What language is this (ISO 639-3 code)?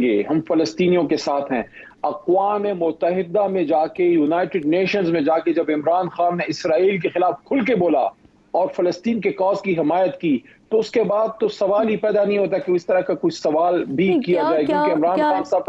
urd